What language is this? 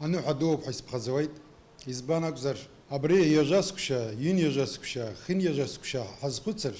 Abkhazian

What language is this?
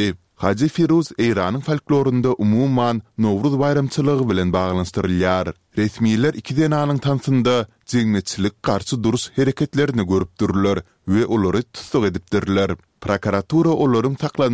Turkmen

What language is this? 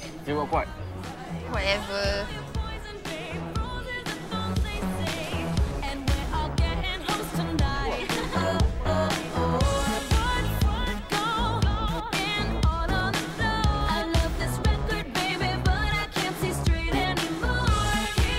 Malay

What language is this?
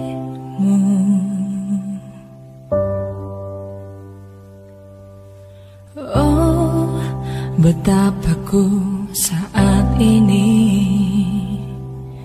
Indonesian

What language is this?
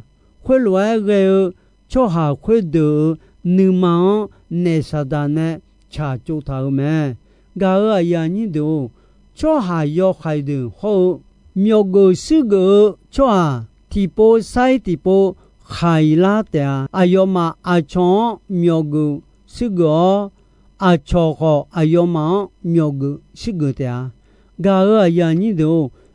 Akha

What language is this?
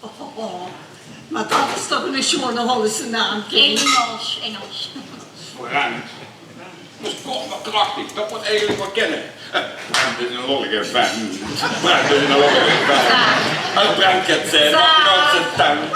Limburgish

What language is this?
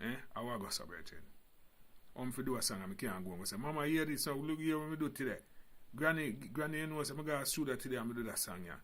Jamaican Creole English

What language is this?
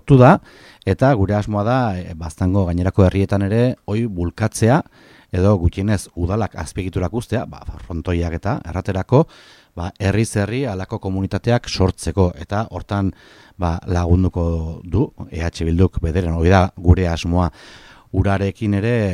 Basque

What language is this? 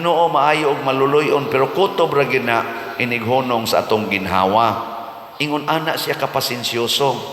Cebuano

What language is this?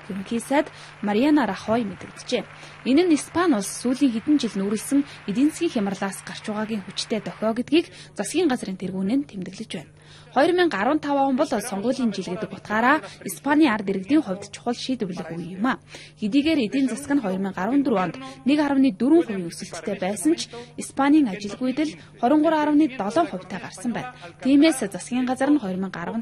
Mongolian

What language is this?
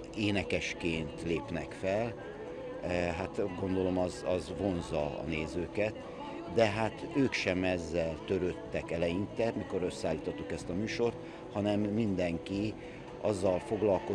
Hungarian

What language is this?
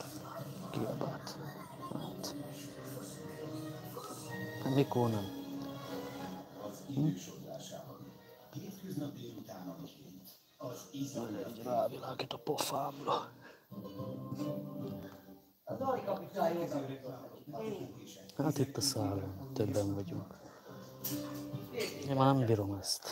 Hungarian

